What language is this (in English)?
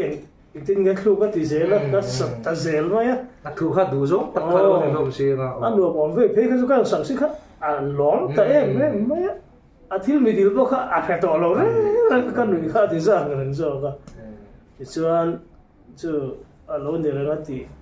Mizo